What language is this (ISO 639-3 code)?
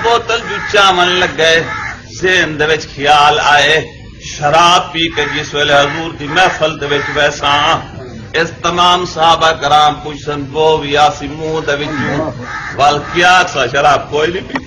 skr